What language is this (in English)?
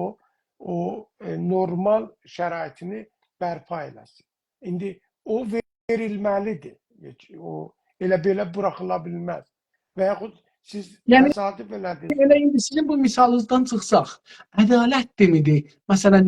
South Azerbaijani